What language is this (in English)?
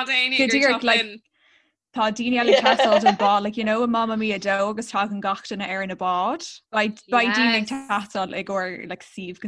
Irish